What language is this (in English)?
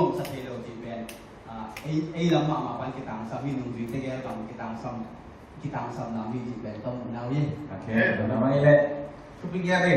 Tedim Chin